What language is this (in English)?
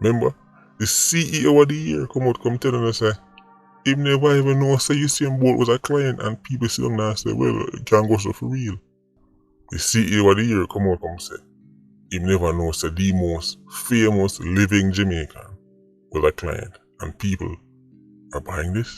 Jamaican Creole English